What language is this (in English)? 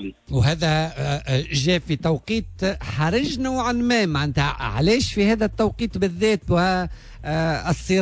Tunisian Arabic